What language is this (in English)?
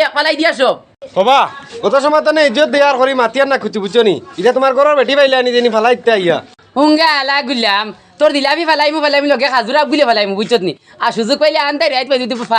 Sylheti